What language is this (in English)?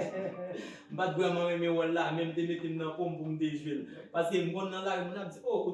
Haitian Creole